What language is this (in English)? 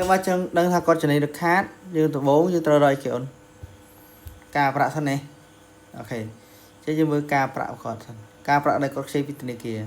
Khmer